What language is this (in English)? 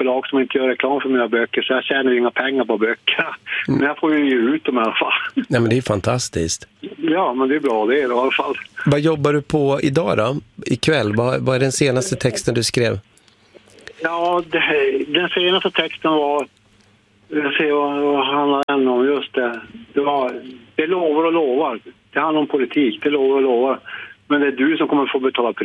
Swedish